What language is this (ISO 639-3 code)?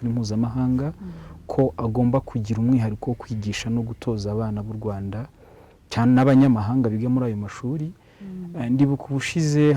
kin